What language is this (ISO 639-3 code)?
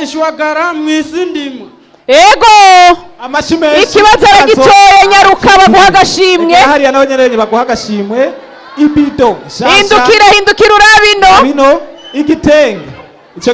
run